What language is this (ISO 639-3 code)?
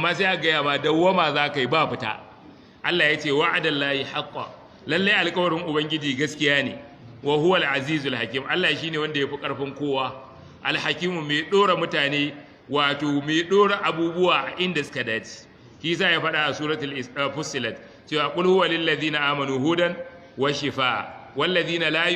hau